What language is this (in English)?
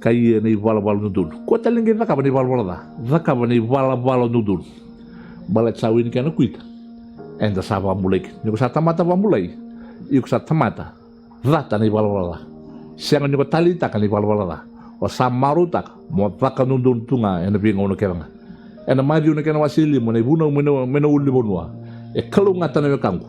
Fijian